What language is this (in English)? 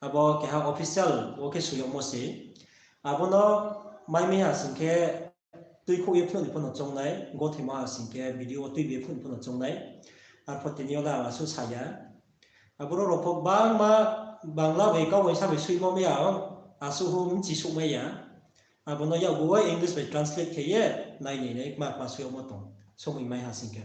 Riang (India)